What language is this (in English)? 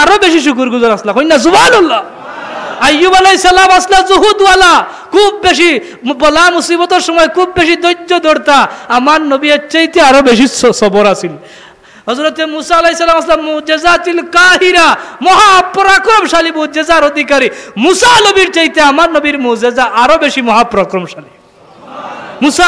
Sylheti